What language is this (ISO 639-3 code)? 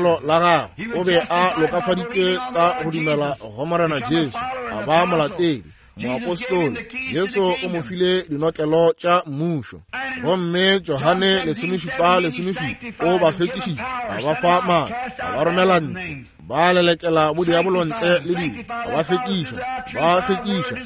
nso